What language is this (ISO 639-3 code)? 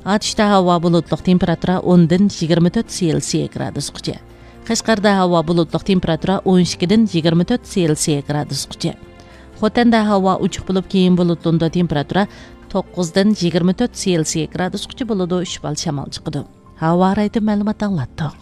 uig